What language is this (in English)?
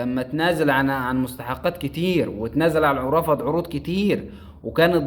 Egyptian Arabic